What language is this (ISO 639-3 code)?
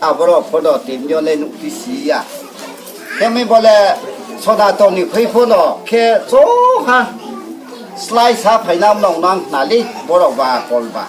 ria